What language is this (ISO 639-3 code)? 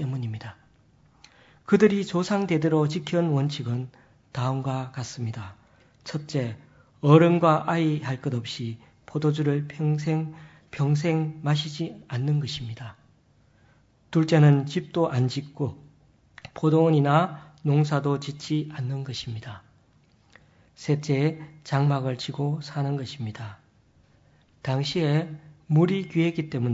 kor